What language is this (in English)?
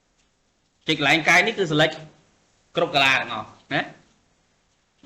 Khmer